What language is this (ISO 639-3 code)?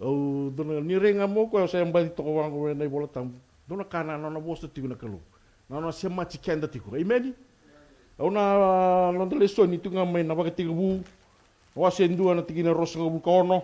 fij